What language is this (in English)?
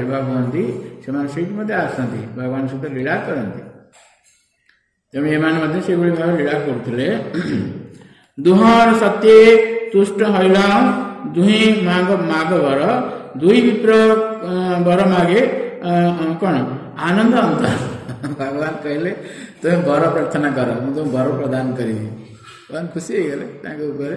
Odia